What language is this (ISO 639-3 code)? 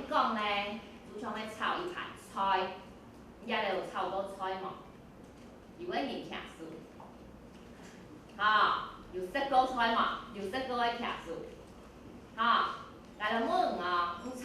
hak